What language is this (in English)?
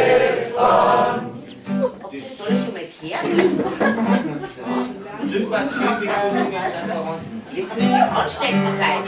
Bavarian